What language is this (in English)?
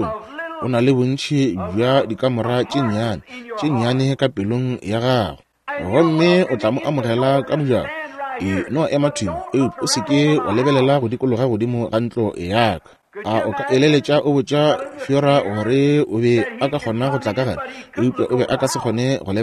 Northern Sotho